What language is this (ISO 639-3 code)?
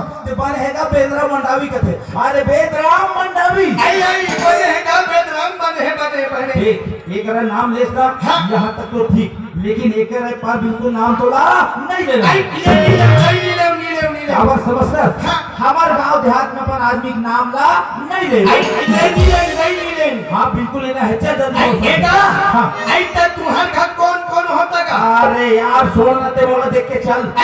hne